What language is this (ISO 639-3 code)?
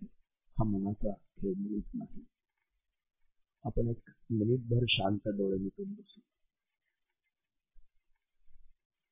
mar